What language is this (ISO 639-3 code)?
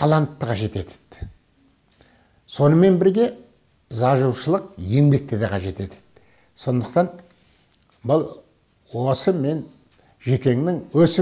kaz